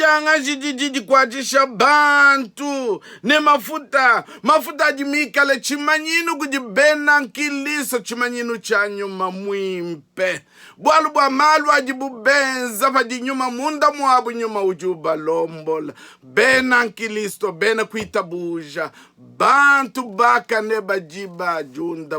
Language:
Luba-Lulua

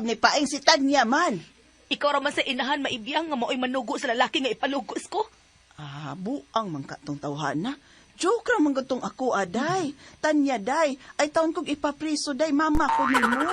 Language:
Cebuano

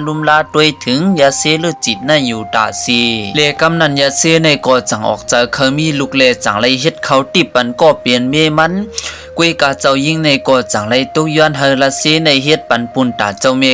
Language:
Shan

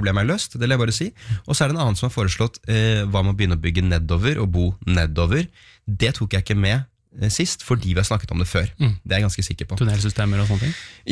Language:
Norwegian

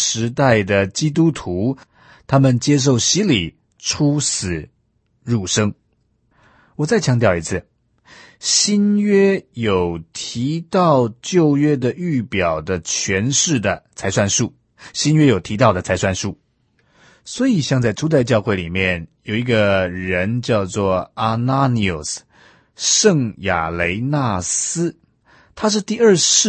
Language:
Chinese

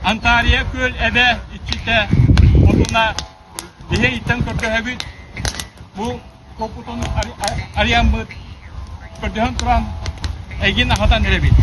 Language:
Yakut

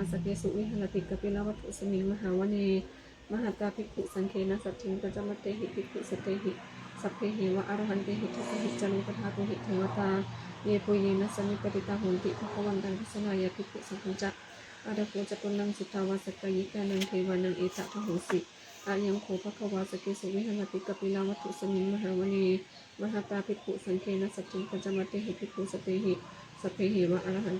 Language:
Pali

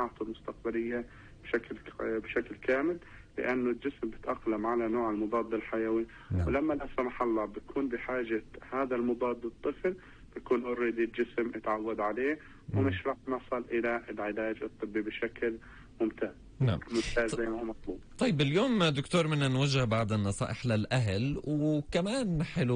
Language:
North Levantine Arabic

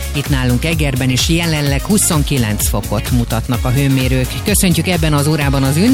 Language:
Hungarian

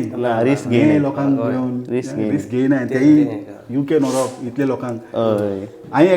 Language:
Konkani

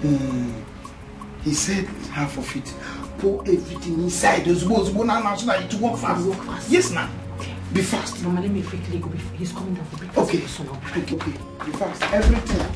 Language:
Nigerian Pidgin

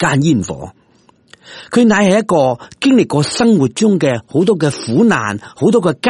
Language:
Cantonese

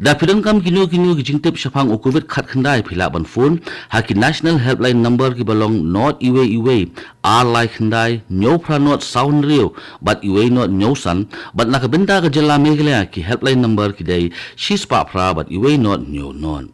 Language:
Khasi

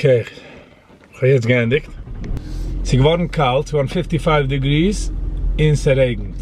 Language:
Yiddish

